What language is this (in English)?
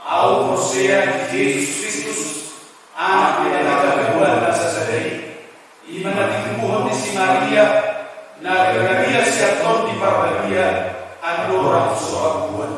Batak Toba